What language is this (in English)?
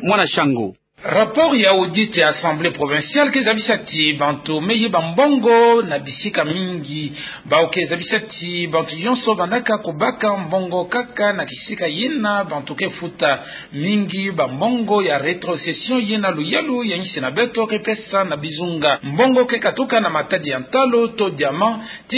Kituba (Democratic Republic of Congo)